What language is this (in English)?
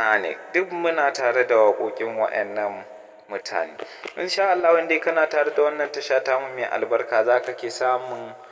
Hausa